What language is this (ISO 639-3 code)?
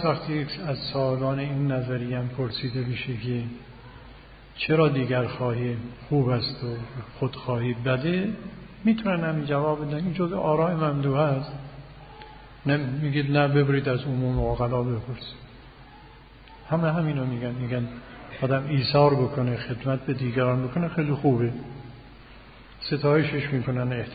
fas